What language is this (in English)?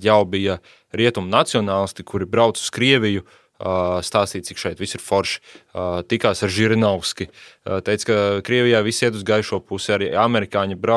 Latvian